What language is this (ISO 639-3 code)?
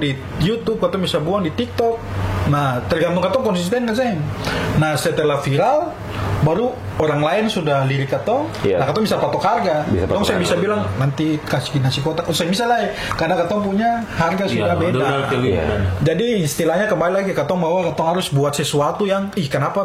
abs